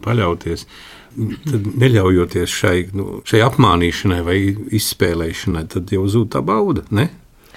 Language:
Latvian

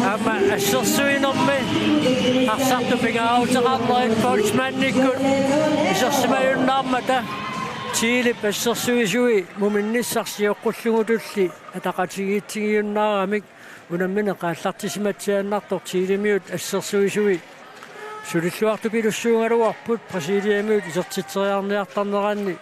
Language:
Kalaallisut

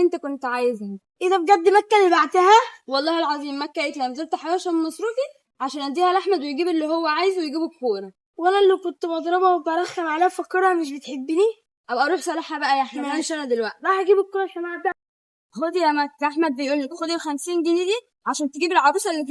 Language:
Egyptian Arabic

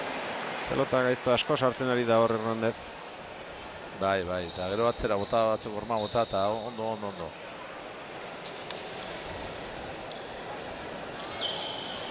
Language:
Basque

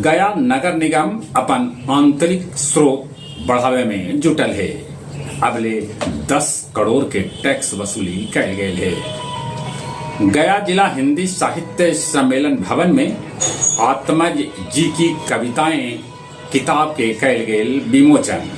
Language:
Magahi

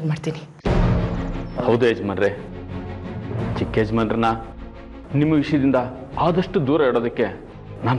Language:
Kannada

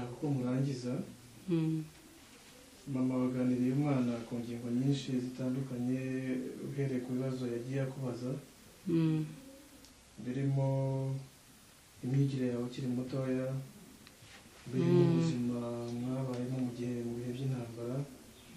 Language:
Kinyarwanda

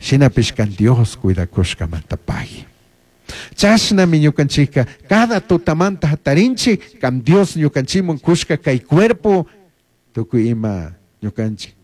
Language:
Chimborazo Highland Quichua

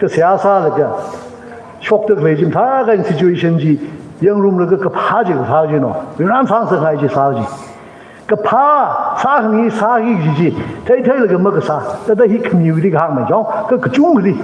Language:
Tangkhul Naga (India)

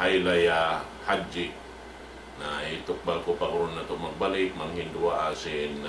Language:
Tausug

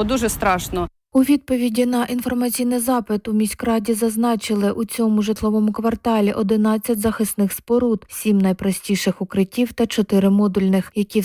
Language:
Ukrainian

